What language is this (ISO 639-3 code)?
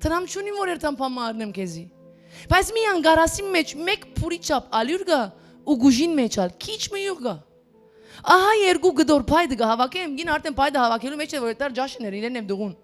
hyw